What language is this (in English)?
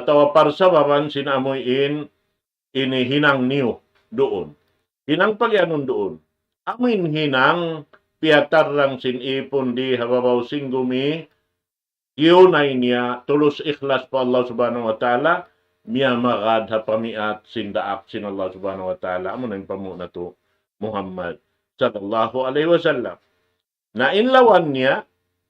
Tausug